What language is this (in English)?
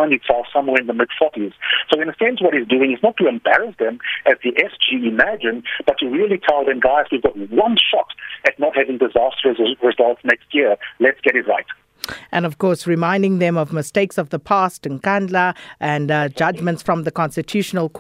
English